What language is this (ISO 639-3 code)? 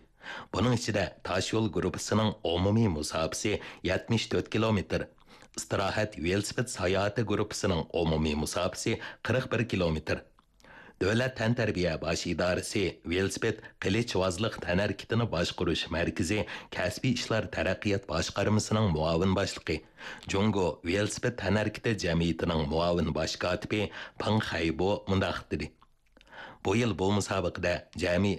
uig